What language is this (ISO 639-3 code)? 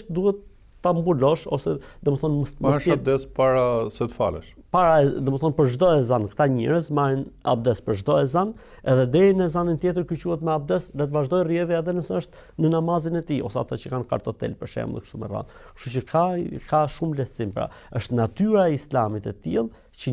sqi